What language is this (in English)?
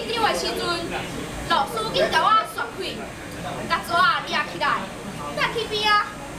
Min Nan Chinese